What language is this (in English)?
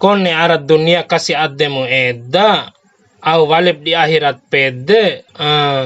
Bima